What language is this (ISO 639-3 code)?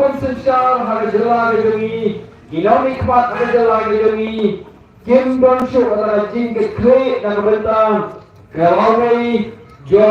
kha